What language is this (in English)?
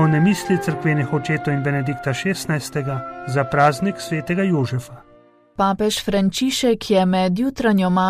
Slovenian